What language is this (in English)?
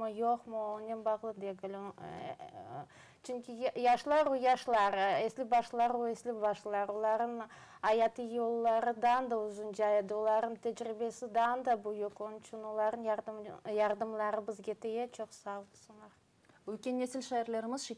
Crimean Tatar